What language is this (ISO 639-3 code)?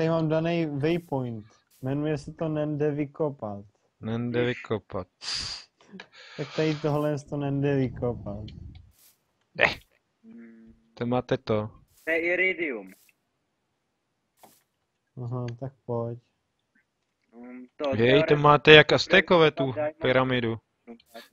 ces